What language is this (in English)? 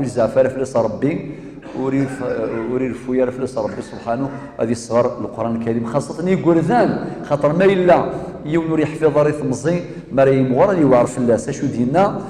Kabyle